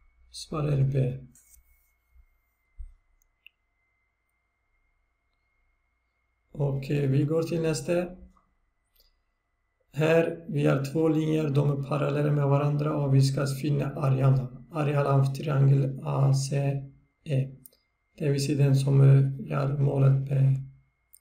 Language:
Swedish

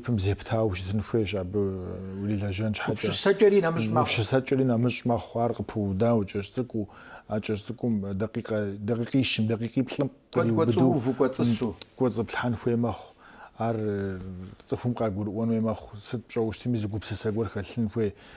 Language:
Kabardian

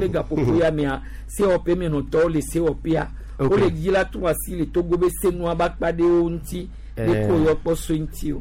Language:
Gen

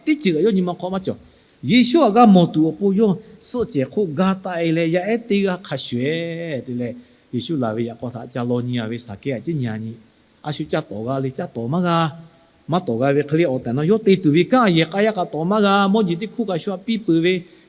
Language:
Lahu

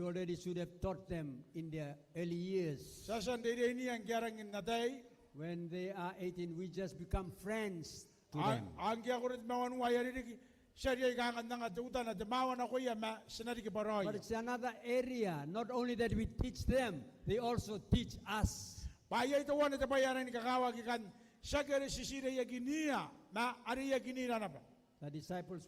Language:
Gilbertese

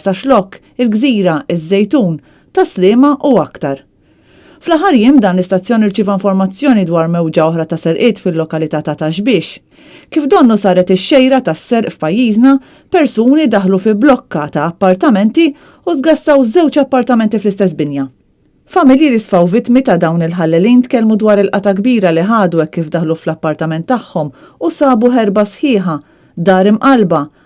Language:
Maltese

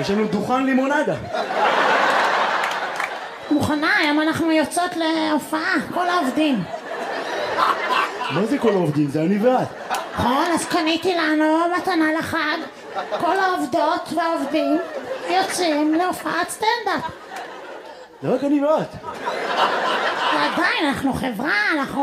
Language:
Hebrew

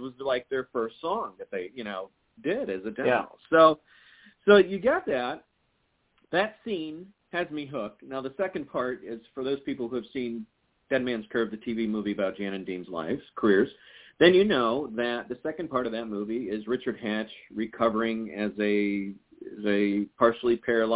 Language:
English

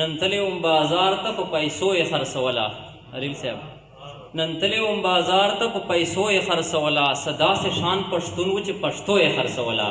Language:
Pashto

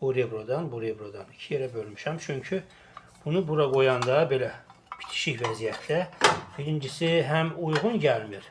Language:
Azerbaijani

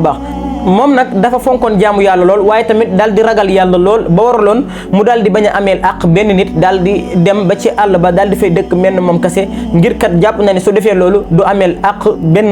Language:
Wolof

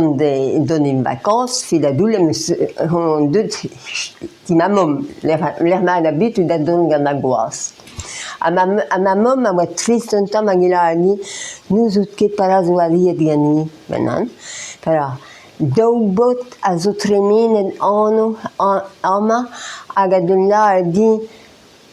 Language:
Breton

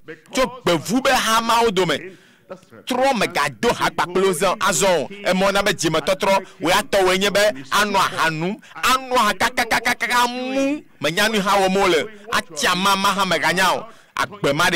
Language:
Ewe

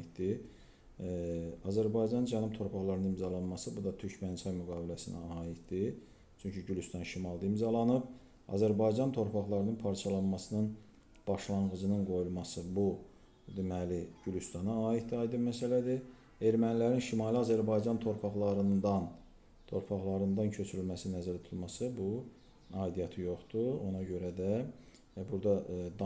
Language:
Azerbaijani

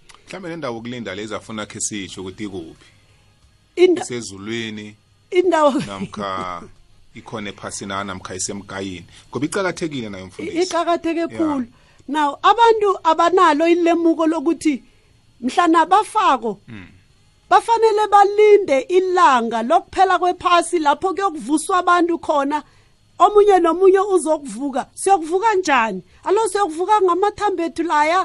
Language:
South Ndebele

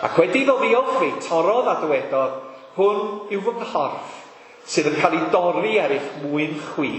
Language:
Welsh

